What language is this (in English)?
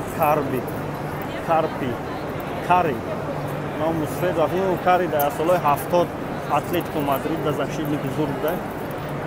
Tajik